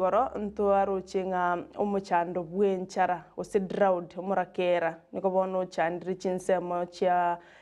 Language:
Gusii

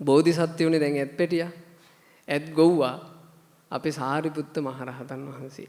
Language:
Sinhala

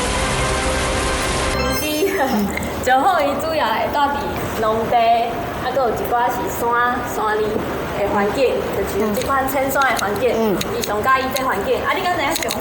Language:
Min Nan Chinese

